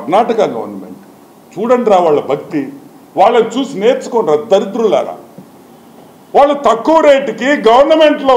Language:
Telugu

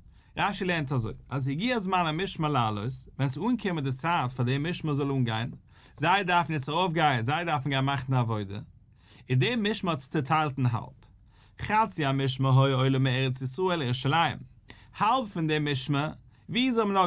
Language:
Yiddish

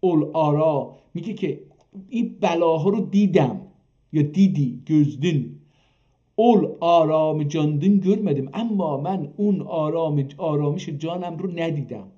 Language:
South Azerbaijani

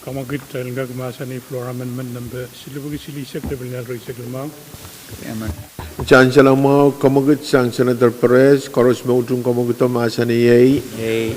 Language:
Pohnpeian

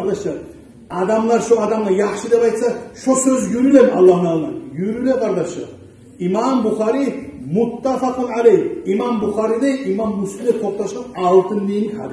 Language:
Kumyk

